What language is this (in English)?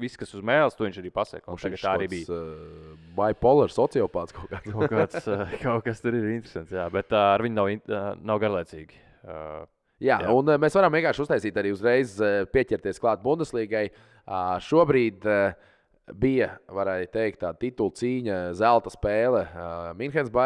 Latvian